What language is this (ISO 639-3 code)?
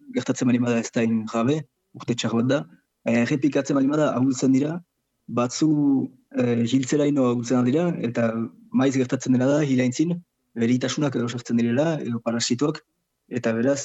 eus